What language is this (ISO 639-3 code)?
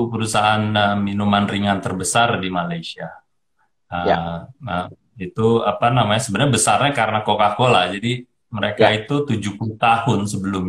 ind